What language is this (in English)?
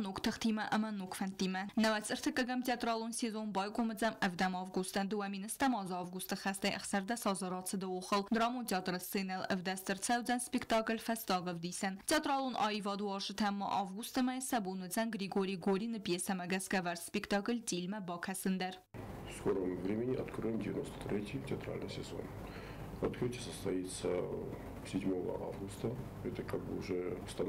Ossetic